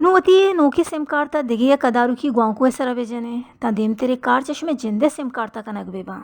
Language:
Baluchi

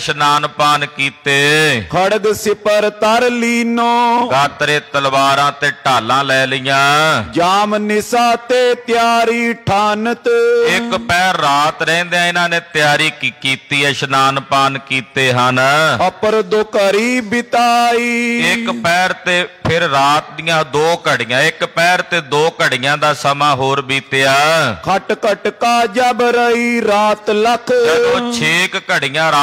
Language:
Punjabi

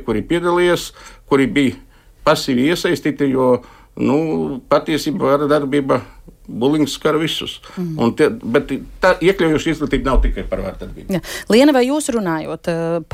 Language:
Latvian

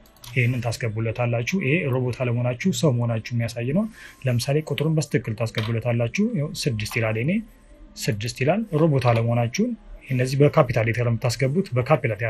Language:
Amharic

